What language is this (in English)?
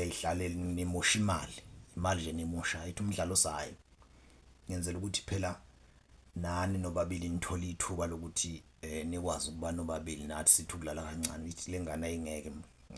Zulu